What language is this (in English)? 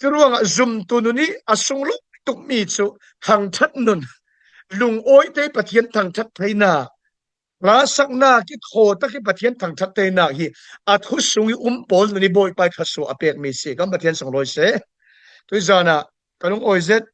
Falam Chin